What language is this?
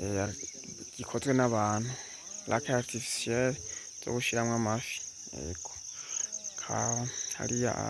Rundi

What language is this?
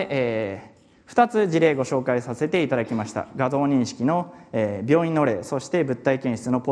Japanese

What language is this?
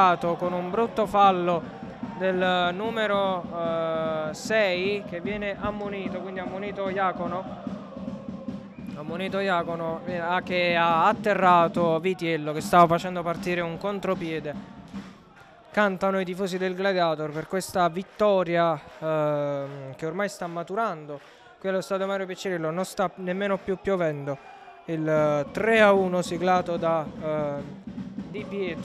Italian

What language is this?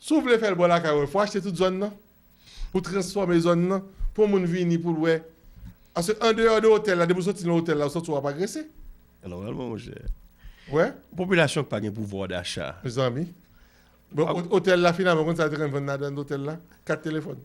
Haitian Creole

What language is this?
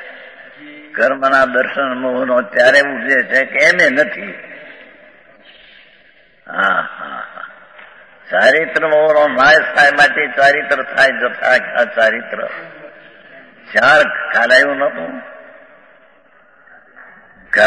Gujarati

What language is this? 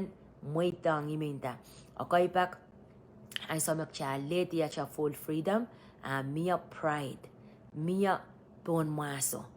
Pohnpeian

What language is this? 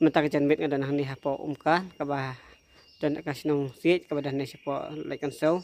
Khasi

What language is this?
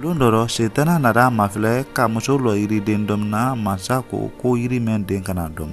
Mandingo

